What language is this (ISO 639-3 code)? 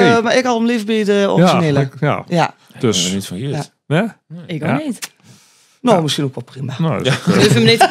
lim